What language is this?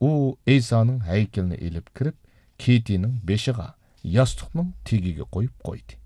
Uyghur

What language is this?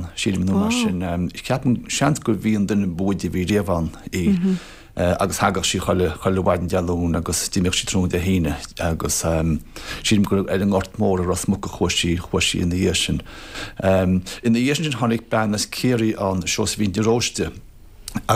Irish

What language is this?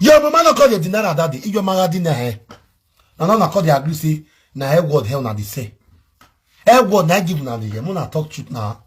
Nigerian Pidgin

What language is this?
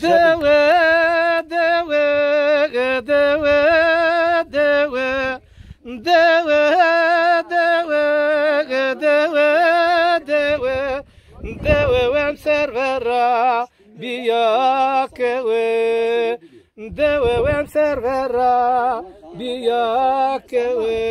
Zaza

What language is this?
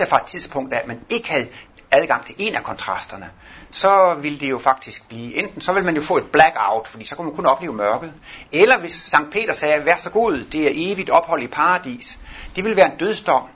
Danish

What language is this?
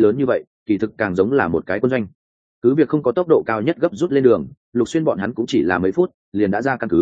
Vietnamese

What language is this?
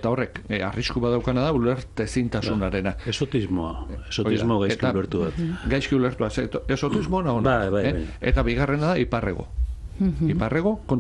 Basque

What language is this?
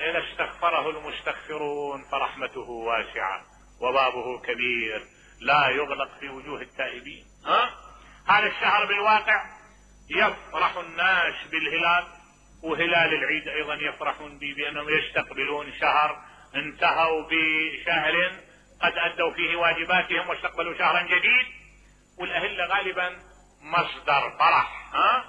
Mesopotamian Arabic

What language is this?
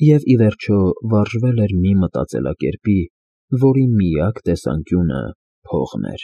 Armenian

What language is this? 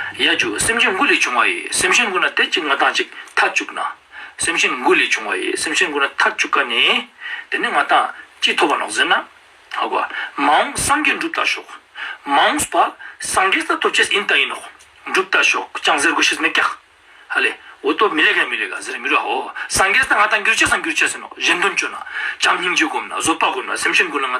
Ladakhi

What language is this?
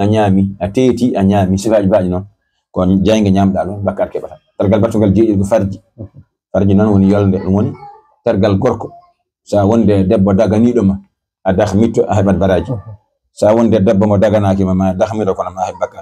Fula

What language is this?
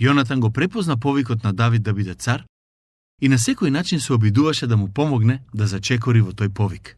Macedonian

